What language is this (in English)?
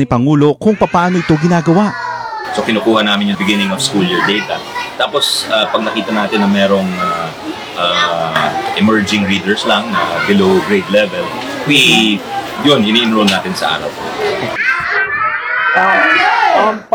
Filipino